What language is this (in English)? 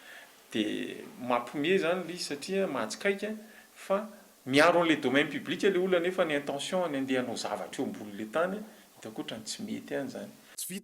Malagasy